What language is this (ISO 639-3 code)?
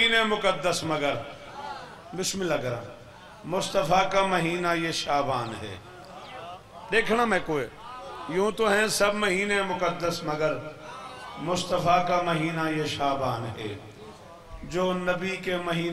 urd